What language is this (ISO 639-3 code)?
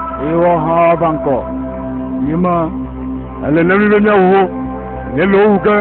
ewe